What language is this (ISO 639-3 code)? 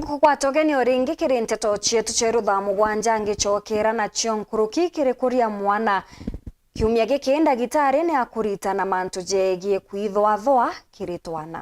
mer